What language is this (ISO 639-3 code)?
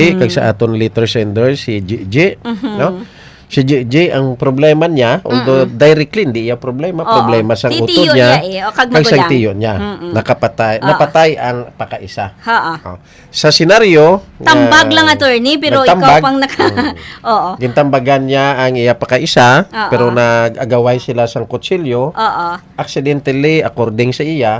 hil